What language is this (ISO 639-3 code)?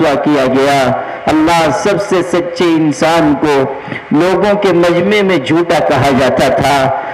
urd